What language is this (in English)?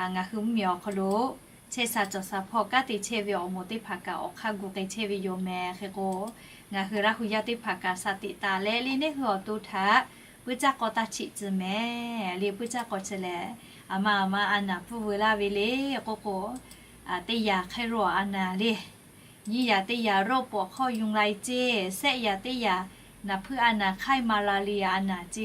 Lahu